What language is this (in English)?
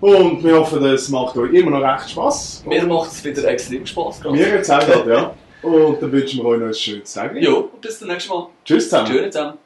Swiss German